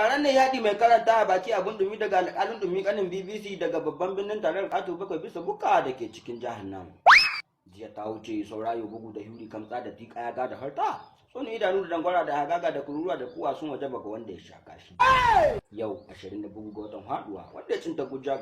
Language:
Hausa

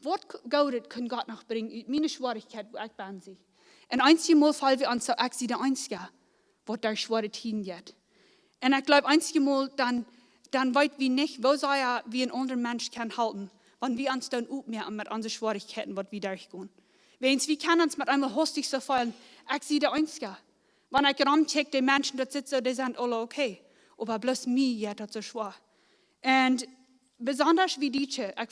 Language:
Plautdietsch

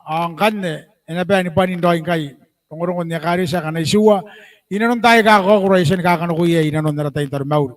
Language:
Gilbertese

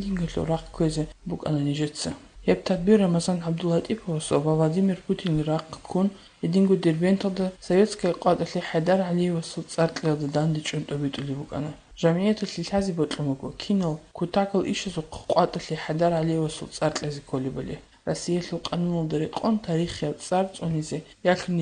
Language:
Avaric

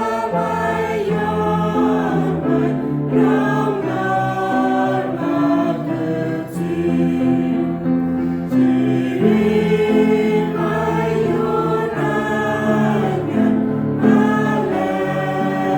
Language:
Central Mnong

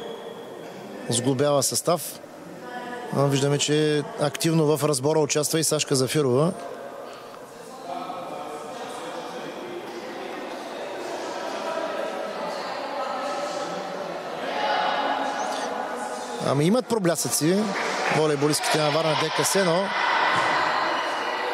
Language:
Bulgarian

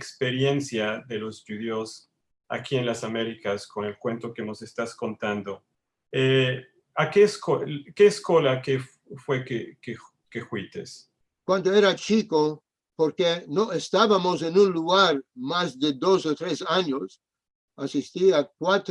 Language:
Ladino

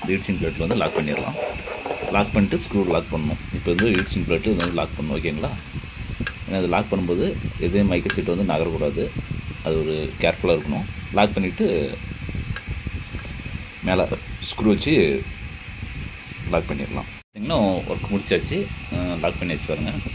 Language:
Tamil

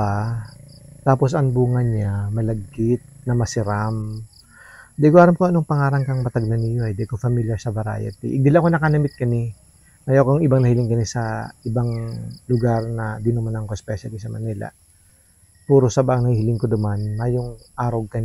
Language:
Bikol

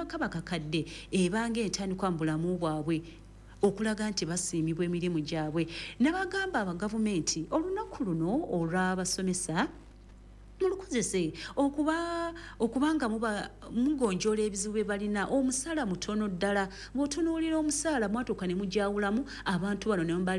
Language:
Ganda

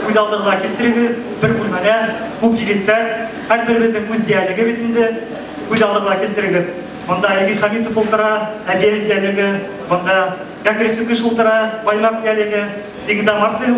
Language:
Bashkir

